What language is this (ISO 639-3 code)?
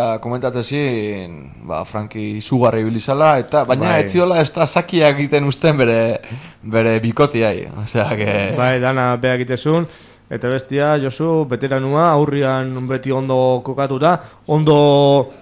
eus